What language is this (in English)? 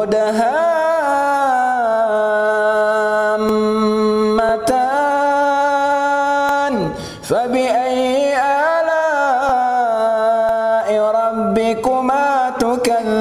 Arabic